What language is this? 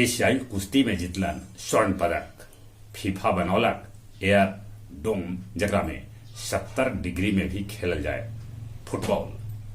Magahi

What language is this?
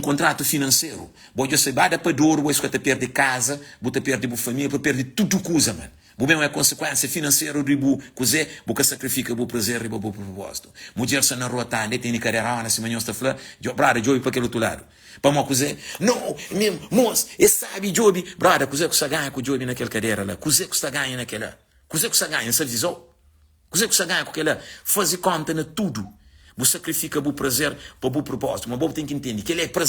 Kabuverdianu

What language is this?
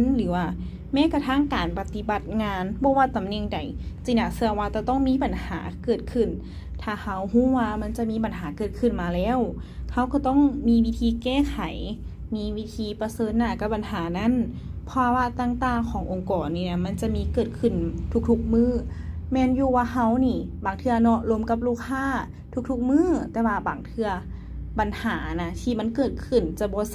Lao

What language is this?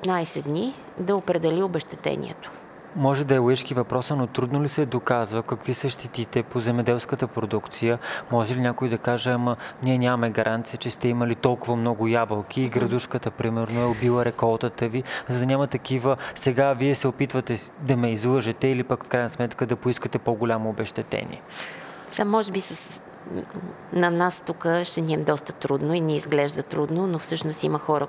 Bulgarian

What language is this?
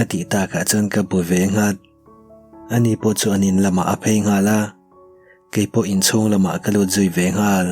Mizo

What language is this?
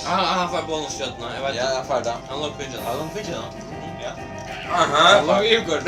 Faroese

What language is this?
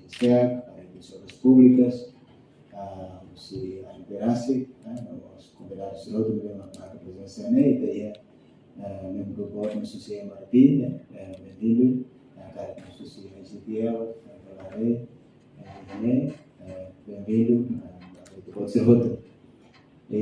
Tetum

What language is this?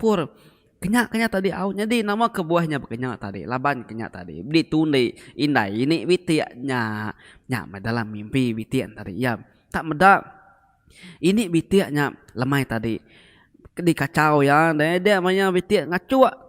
Iban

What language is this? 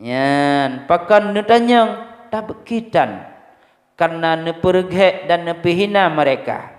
Achinese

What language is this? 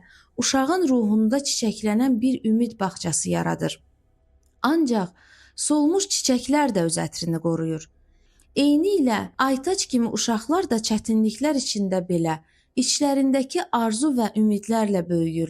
Azerbaijani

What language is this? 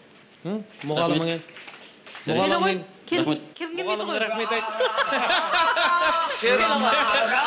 Kazakh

